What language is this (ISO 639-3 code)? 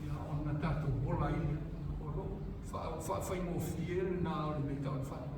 smo